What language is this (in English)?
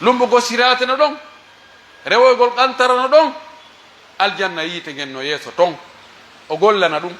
Pular